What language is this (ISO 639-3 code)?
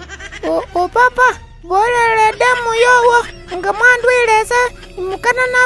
myx